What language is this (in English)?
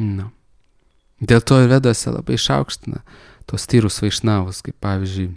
Lithuanian